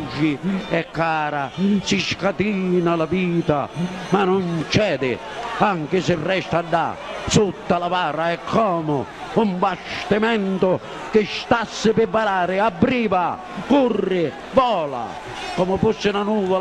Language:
Sicilian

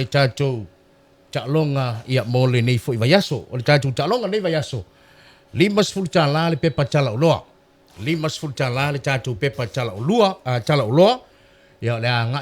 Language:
Samoan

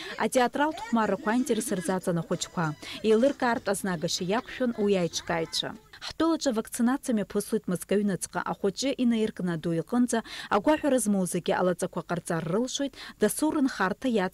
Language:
Abkhazian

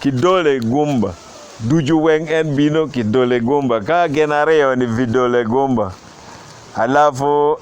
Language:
Acoli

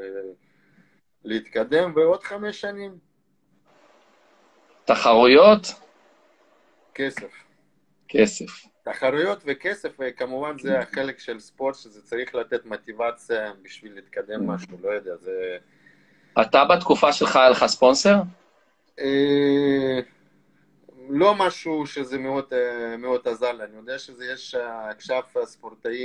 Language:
Hebrew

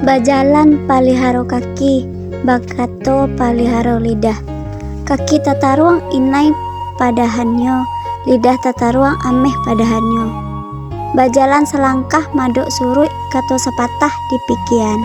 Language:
Minangkabau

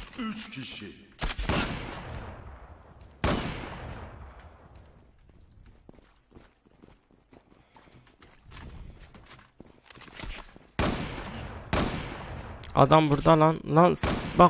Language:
Turkish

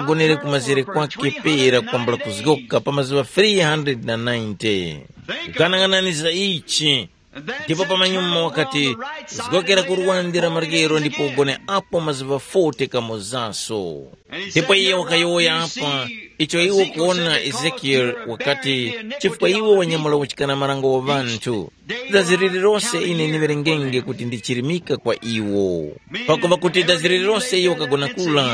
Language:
Tumbuka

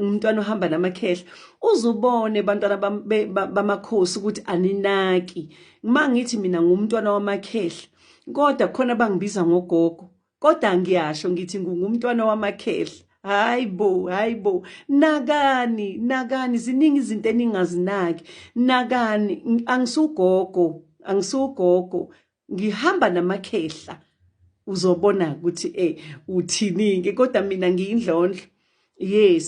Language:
Zulu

